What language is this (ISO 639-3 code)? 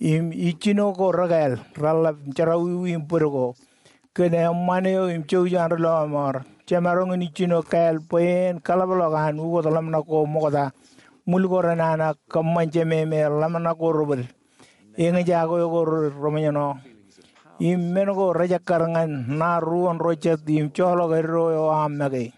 mah